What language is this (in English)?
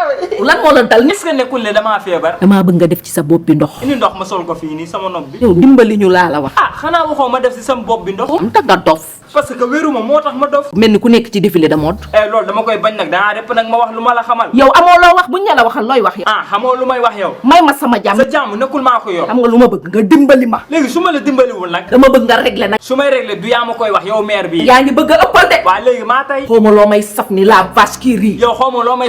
Wolof